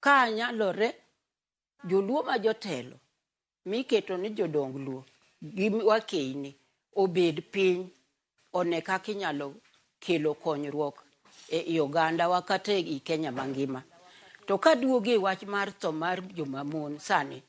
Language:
Luo (Kenya and Tanzania)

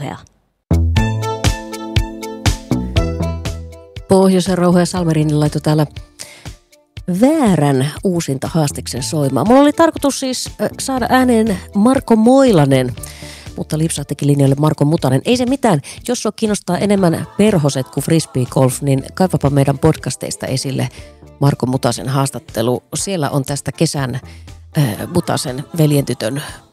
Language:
Finnish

